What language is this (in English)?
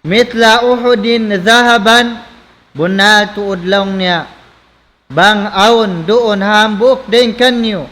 Tausug